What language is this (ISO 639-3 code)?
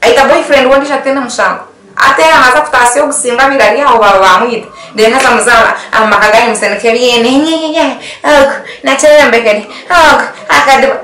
nyn